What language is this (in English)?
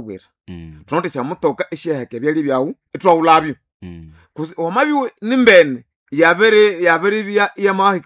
Nande